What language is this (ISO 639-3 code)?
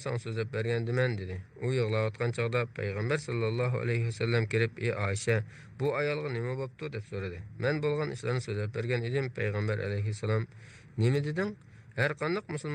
uig